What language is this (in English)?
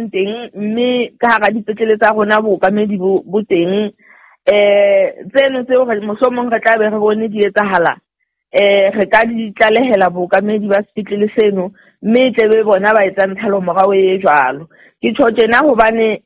Southern Sotho